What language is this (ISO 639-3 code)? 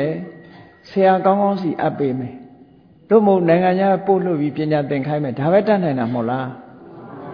mya